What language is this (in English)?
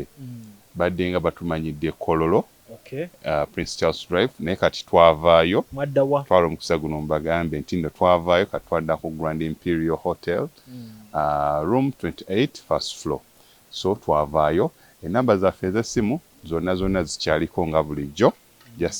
Ganda